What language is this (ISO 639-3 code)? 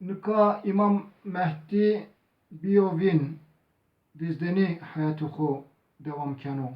zza